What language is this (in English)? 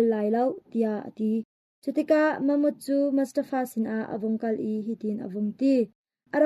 Hakha Chin